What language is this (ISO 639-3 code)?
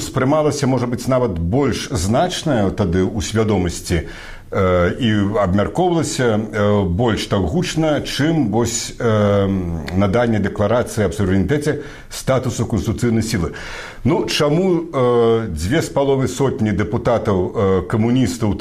bel